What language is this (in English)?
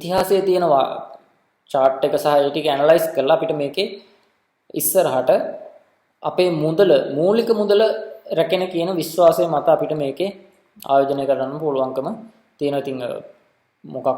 Sinhala